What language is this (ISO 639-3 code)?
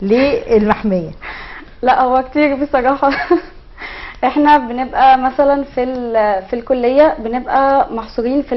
arz